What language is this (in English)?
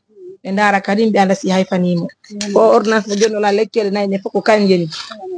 Fula